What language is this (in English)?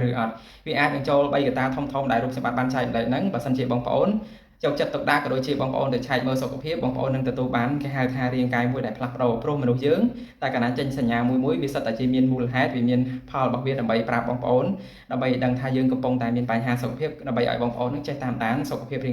Khmer